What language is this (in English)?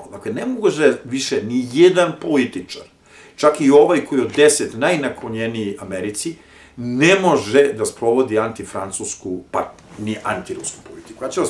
Serbian